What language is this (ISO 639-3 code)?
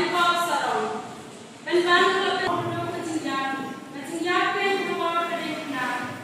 kha